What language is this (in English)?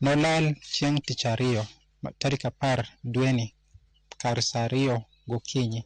Luo (Kenya and Tanzania)